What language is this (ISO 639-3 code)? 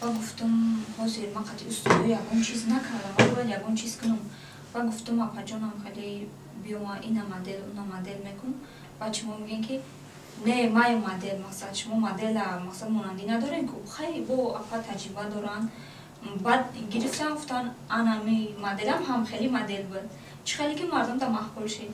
tgk